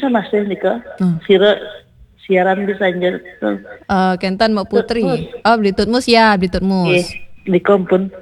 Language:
Balinese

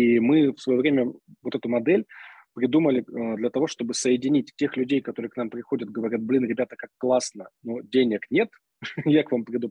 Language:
Russian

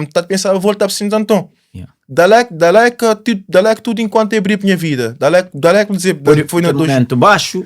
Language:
Kabuverdianu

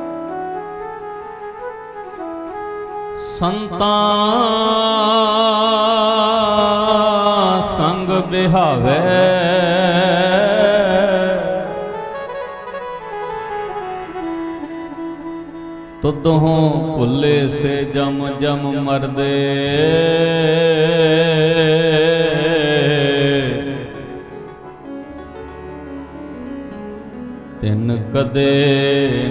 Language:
Punjabi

